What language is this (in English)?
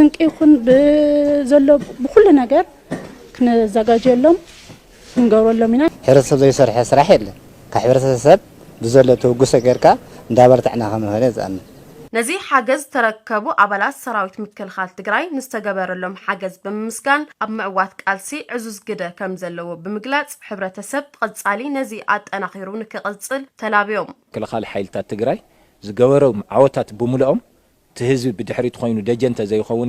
Tigrinya